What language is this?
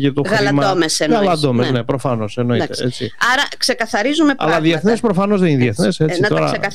Greek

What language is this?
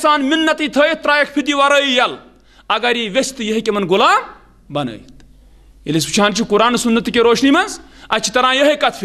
Kashmiri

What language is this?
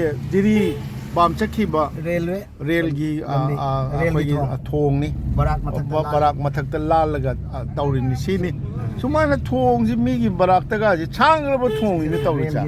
Manipuri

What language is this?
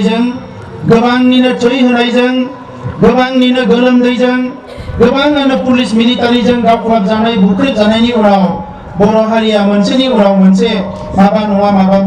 Bodo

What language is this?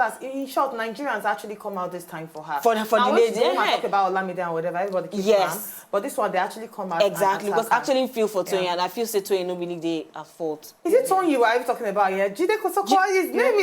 Nigerian Pidgin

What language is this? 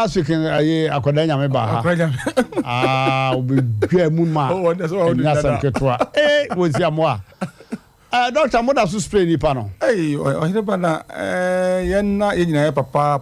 Akan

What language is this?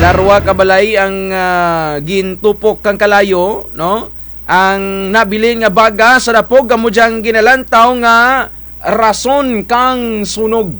Kinaray-a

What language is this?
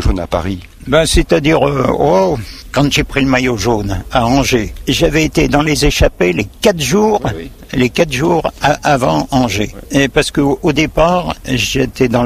French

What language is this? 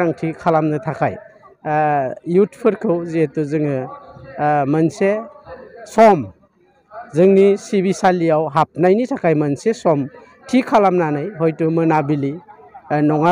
Bodo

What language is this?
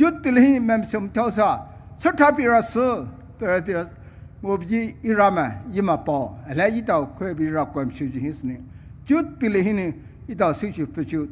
Poumei Naga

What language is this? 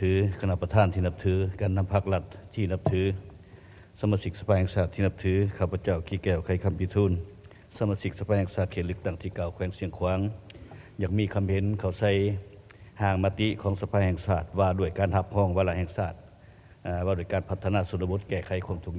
Lao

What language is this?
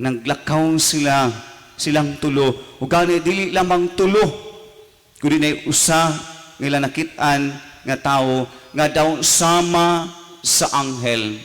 Cebuano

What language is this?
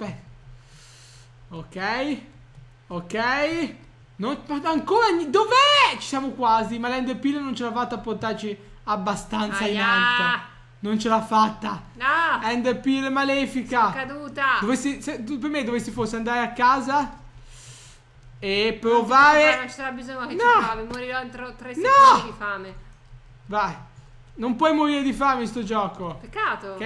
Italian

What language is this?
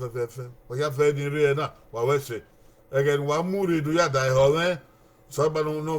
Bini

